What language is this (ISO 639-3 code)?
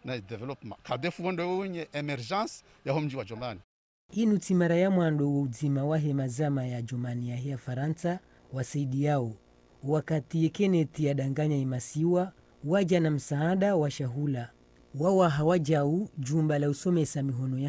zdj